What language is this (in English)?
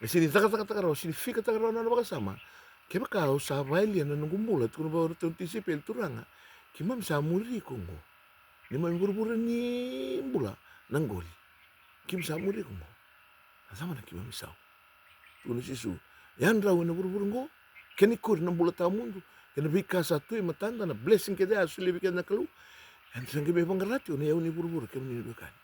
Fijian